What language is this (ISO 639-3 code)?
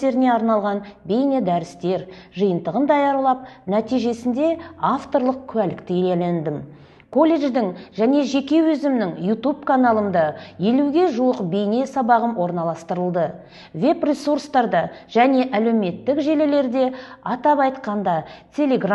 kaz